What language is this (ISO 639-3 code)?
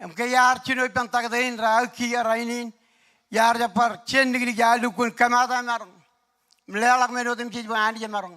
mah